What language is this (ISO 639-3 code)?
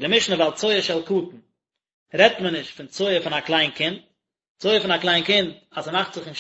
yid